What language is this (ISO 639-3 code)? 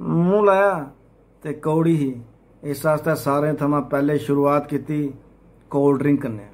doi